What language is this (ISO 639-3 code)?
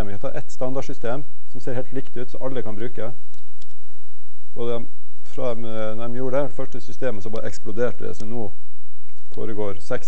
nor